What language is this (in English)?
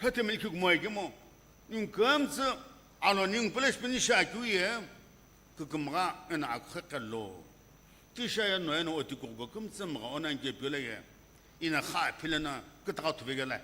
Sumi Naga